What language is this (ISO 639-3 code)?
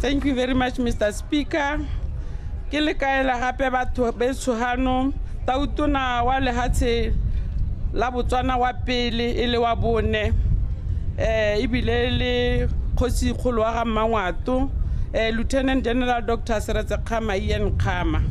tsn